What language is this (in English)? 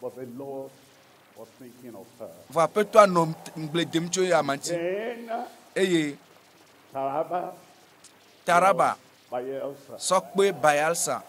Ewe